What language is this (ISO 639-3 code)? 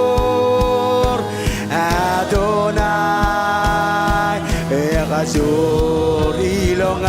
mah